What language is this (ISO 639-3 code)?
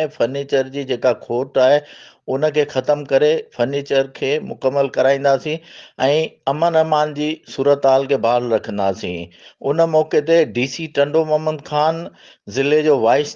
snd